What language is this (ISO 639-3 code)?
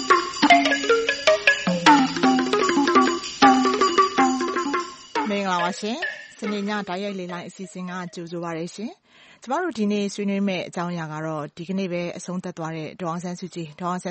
mya